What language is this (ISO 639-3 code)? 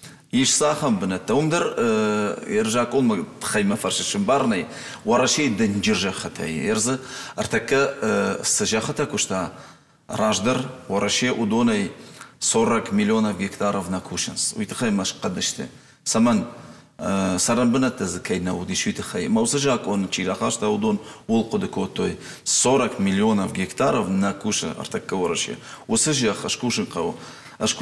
oss